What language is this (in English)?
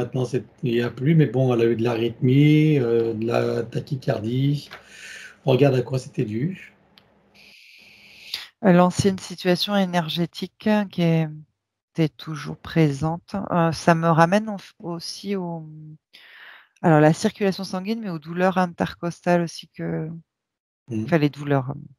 French